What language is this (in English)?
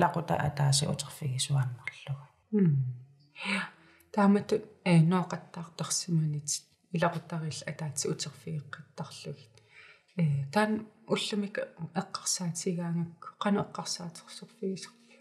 Kalaallisut